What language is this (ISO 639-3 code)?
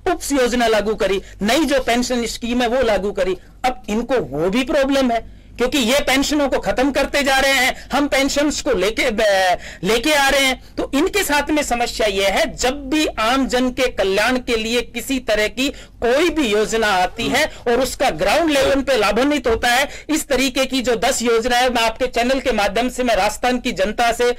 hin